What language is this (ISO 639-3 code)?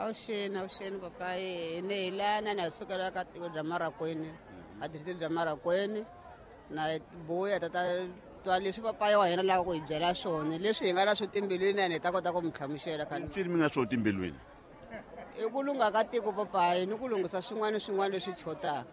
tso